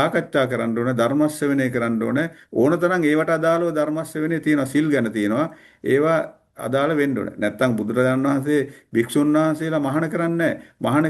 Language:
Sinhala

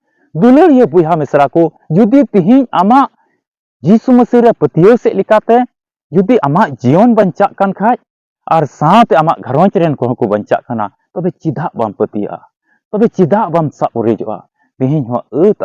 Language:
Santali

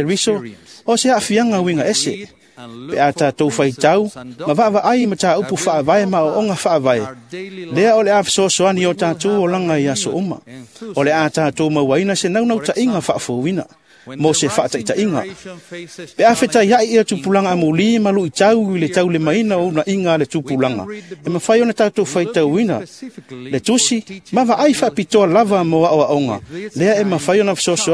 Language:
Samoan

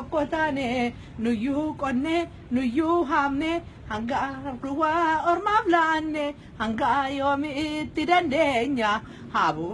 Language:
Oromo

